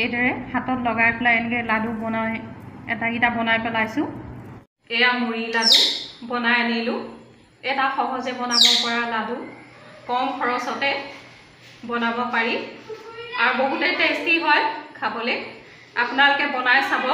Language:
Assamese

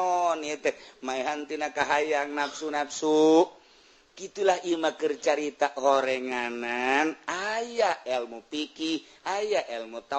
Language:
Sundanese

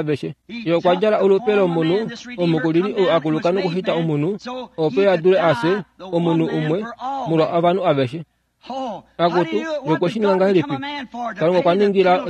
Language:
Kuanyama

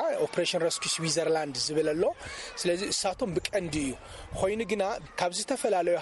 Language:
Tigrinya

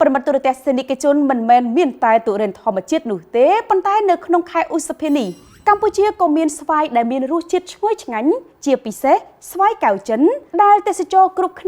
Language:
Khmer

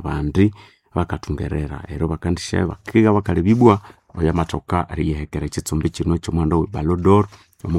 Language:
Nande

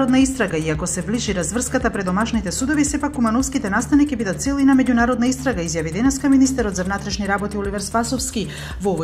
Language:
Macedonian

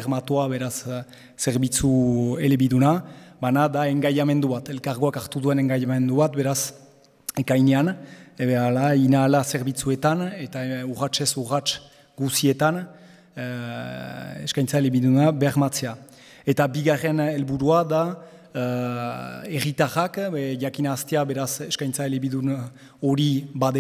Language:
Basque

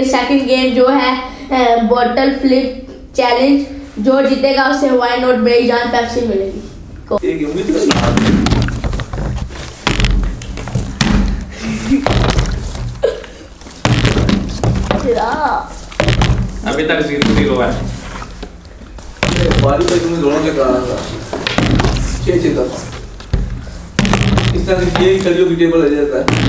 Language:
Hindi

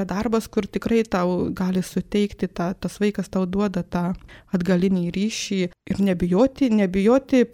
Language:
Lithuanian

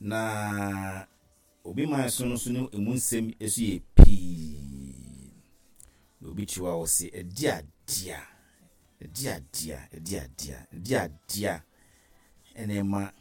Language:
Akan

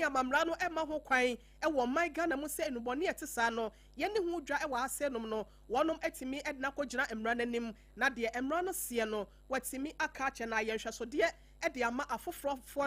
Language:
Akan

